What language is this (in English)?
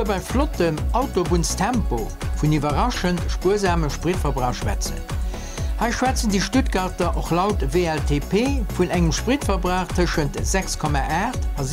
Luxembourgish